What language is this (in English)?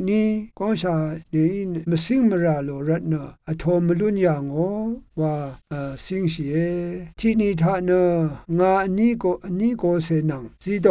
Rawang